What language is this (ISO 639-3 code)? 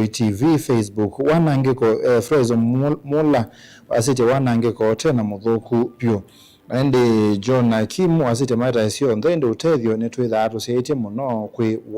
kam